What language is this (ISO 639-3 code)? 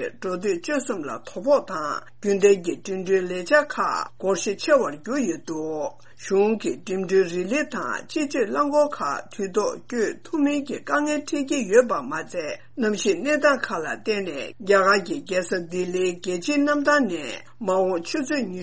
bod